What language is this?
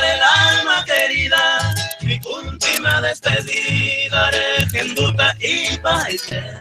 Guarani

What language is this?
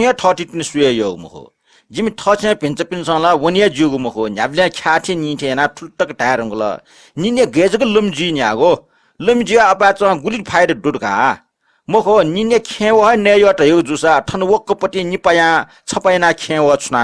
Newari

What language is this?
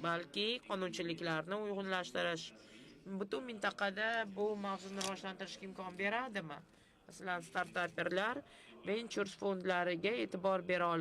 Uzbek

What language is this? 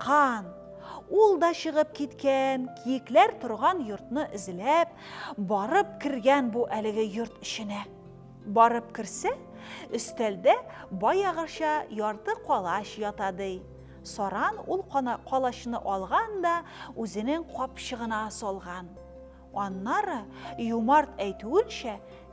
Tatar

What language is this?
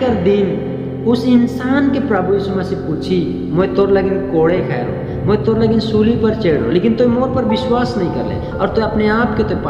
Sadri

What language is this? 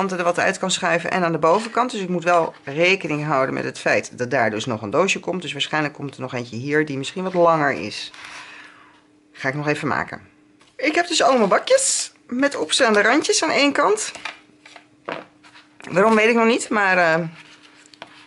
Dutch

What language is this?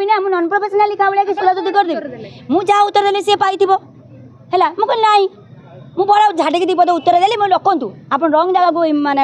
Odia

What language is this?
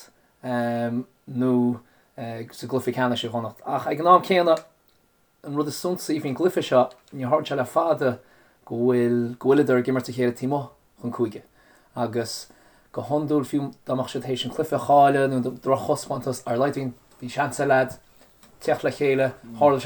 Irish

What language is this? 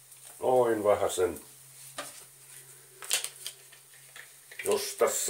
Finnish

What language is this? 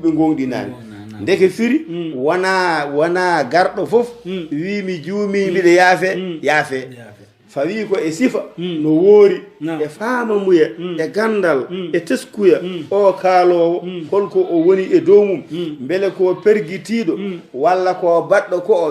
Fula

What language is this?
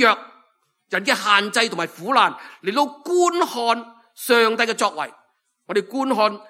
Cantonese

